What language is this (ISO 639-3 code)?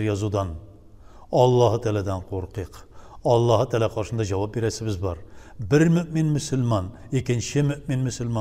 tat